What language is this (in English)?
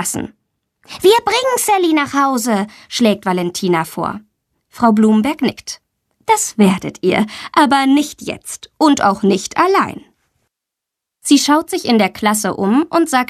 German